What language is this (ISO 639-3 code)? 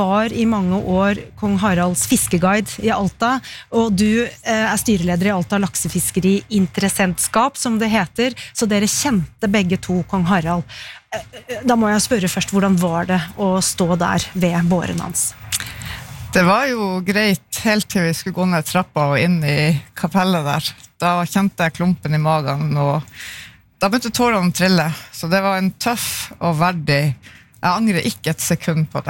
nor